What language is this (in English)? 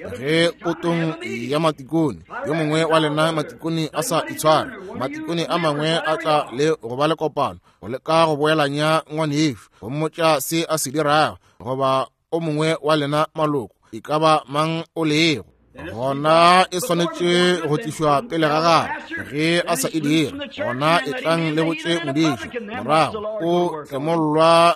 Northern Sotho